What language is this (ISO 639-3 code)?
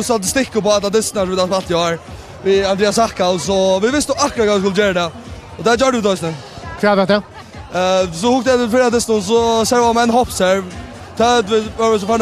fao